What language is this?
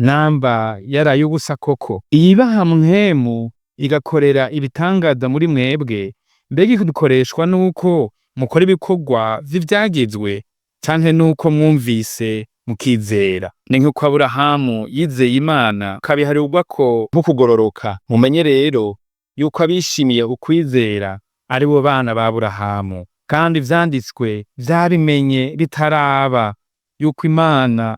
Rundi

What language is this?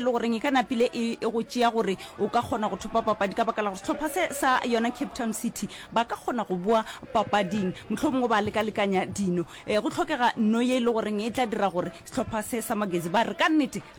Northern Sotho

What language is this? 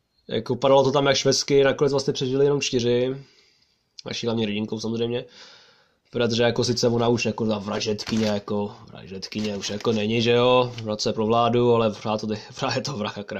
Czech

